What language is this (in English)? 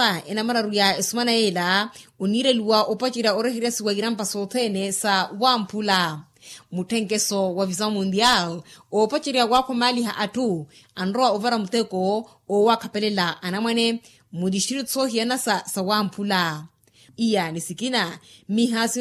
Makhuwa